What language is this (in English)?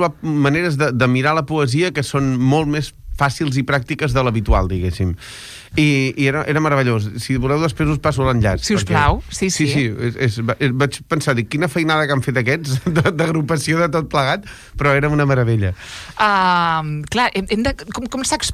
Catalan